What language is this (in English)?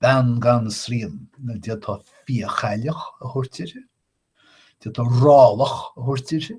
Irish